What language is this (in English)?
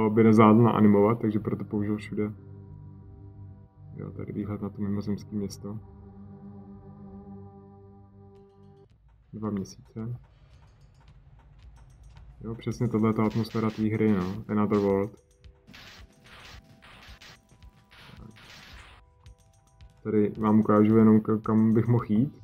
Czech